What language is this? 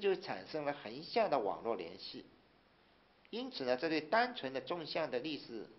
Chinese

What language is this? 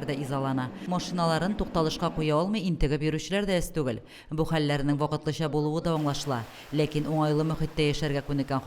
Tatar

